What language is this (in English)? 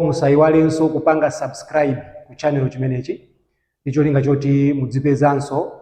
Nyanja